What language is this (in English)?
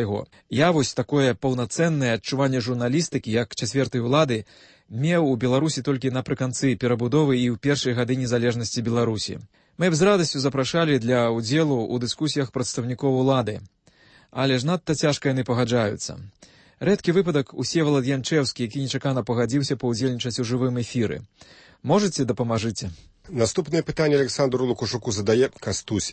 Belarusian